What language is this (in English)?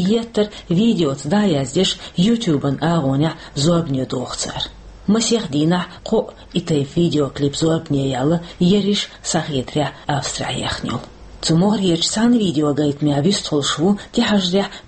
Chechen